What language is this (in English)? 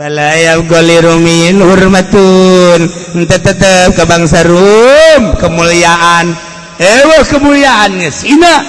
Sundanese